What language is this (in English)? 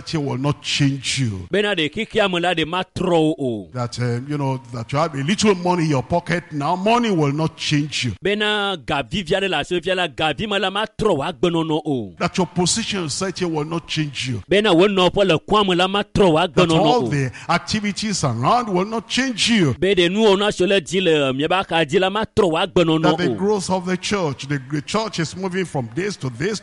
Ewe